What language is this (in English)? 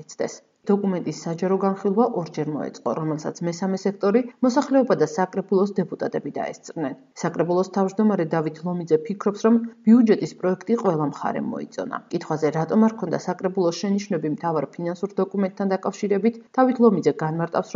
Georgian